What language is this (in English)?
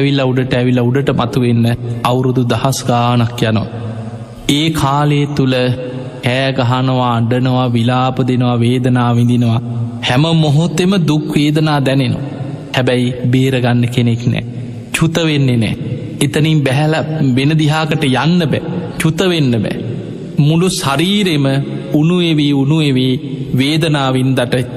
Sinhala